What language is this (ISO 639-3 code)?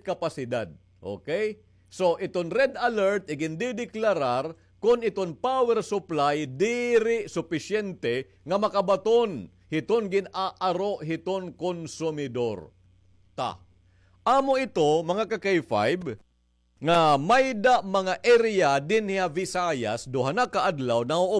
war